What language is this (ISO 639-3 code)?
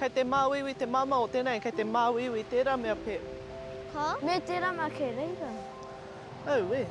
mri